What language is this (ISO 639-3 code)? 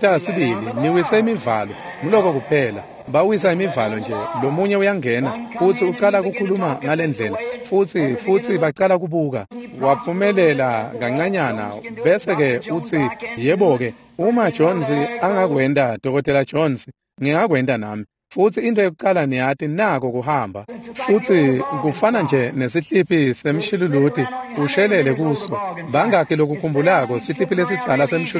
ssw